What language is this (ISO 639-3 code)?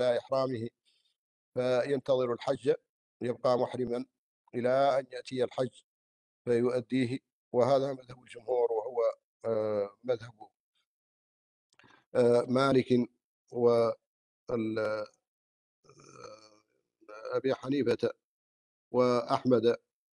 ara